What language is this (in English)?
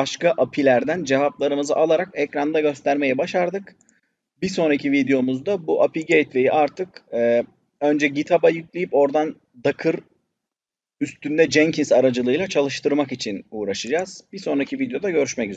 Turkish